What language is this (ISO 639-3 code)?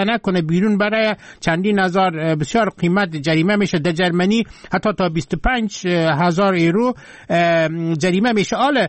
fas